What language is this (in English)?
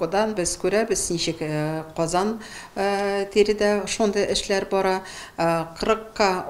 Tatar